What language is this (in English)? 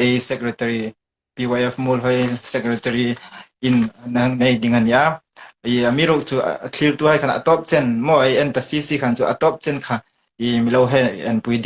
Hmar